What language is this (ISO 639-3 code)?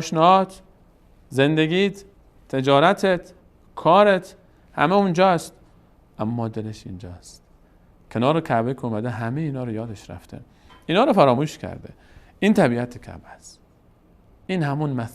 fas